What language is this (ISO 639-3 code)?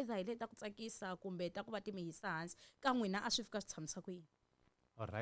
tso